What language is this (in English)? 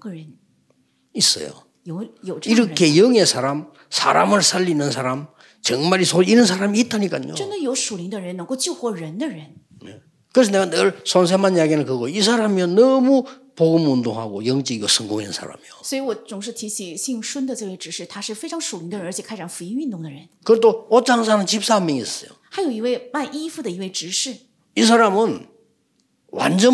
Korean